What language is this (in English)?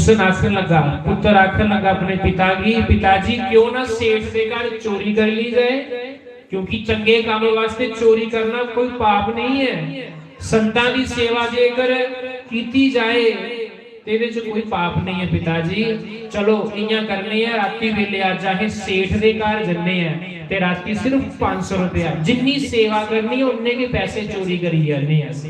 Dogri